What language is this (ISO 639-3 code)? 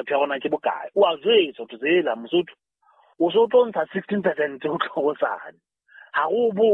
sot